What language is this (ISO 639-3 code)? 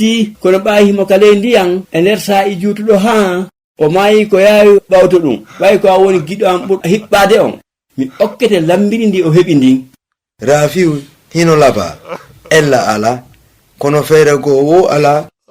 ful